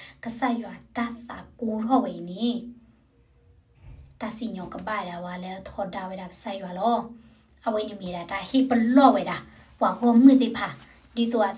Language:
S'gaw Karen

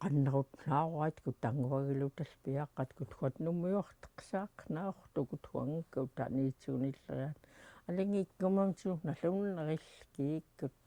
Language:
Central Yupik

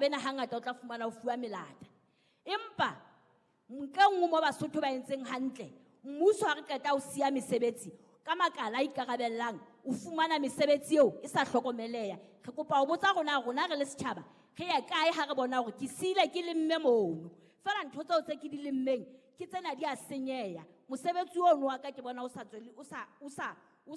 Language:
Southern Sotho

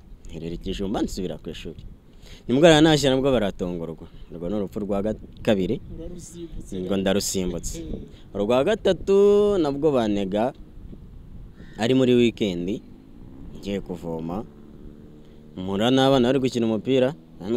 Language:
Kinyarwanda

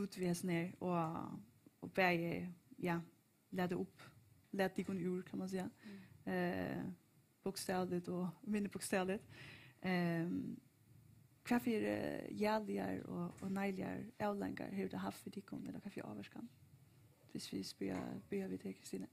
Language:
Faroese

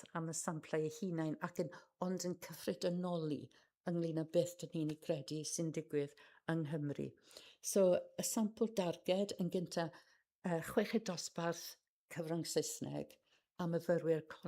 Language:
Welsh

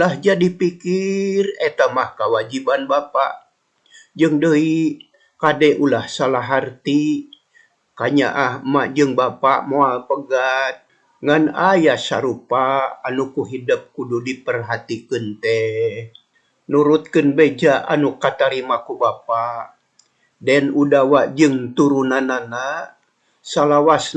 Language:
Sundanese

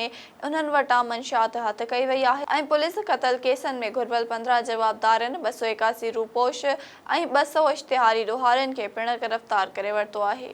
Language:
Sindhi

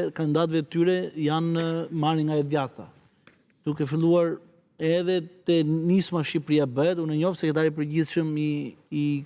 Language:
Albanian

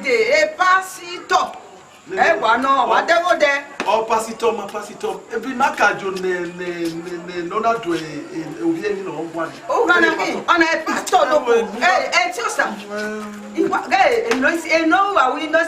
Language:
Bini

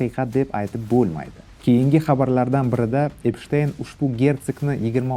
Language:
Uzbek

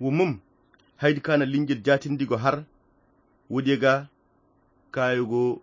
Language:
Koyra Chiini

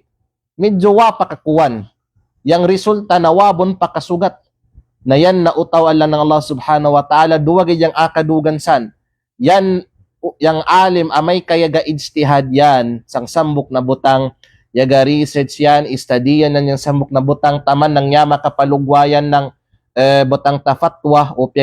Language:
Kalagan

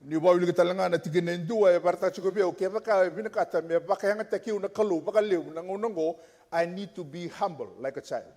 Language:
Fijian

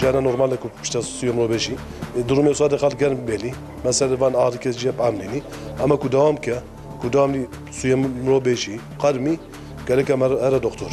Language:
Kurdish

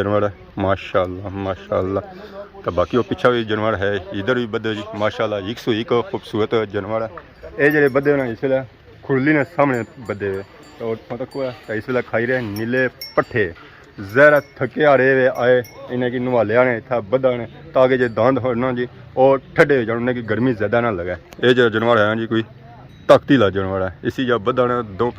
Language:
Pahari-Potwari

